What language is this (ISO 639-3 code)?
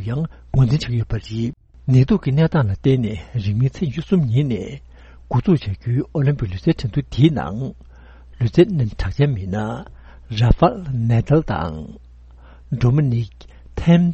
bod